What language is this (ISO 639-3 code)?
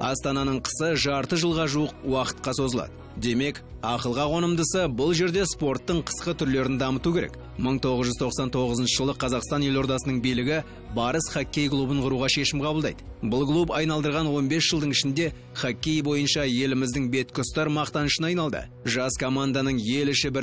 kaz